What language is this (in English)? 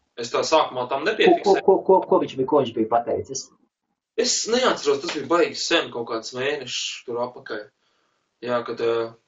Latvian